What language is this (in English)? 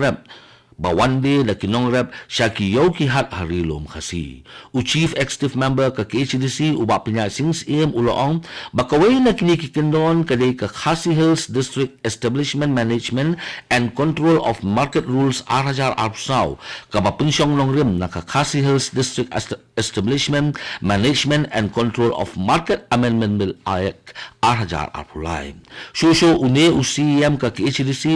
Khasi